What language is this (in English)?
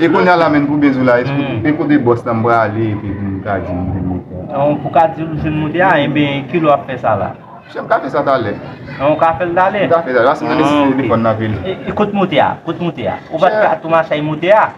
Haitian Creole